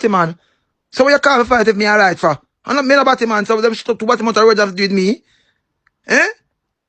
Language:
Jamaican Creole English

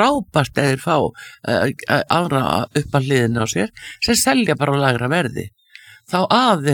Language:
Icelandic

